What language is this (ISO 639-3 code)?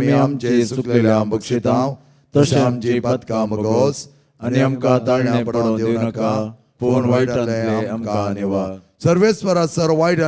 kok